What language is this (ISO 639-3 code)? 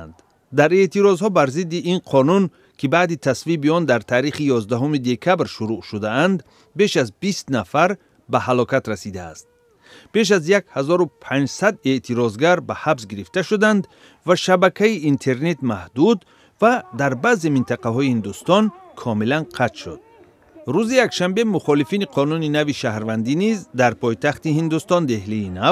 tgk